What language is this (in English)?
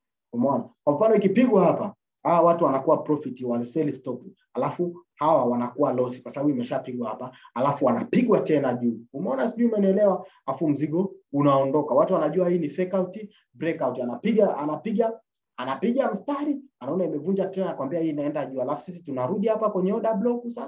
Swahili